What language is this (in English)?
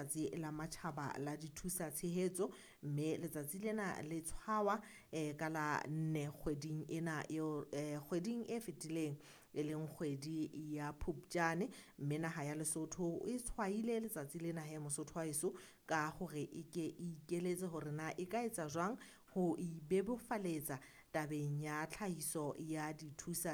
Southern Sotho